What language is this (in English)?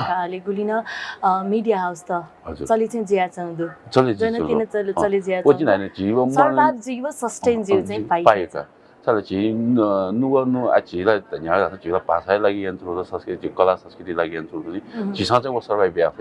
Newari